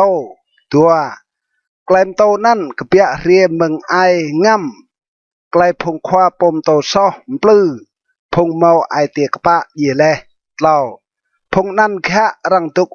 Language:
Rade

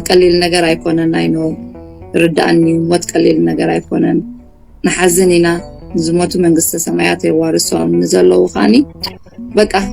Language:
Tigrinya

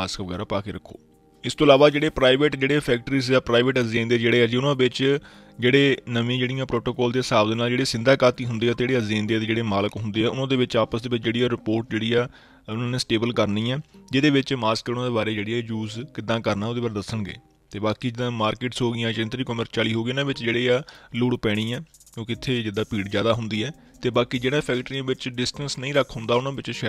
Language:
Punjabi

